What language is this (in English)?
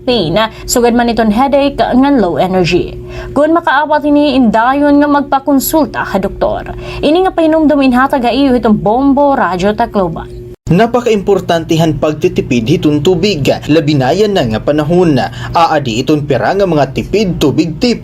Waray